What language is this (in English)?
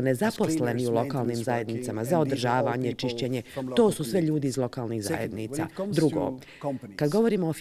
Bosnian